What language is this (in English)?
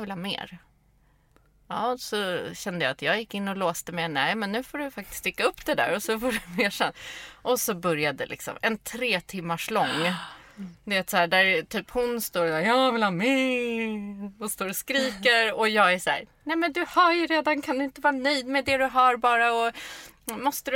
Swedish